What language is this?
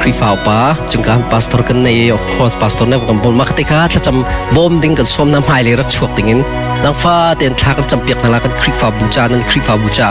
Hakha Chin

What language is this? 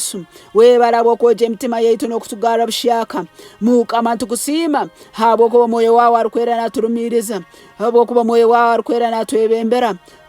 Nyankole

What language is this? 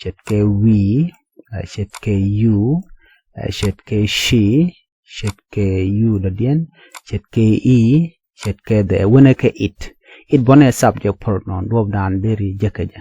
Nuer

